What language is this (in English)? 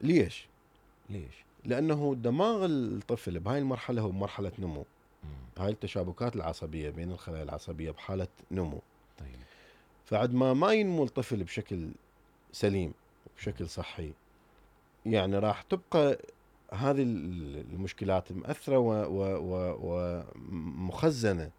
Mesopotamian Arabic